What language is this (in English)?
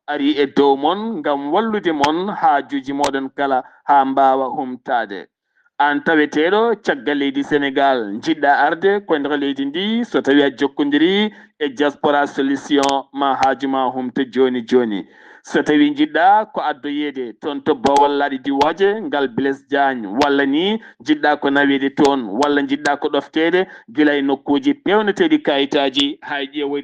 Fula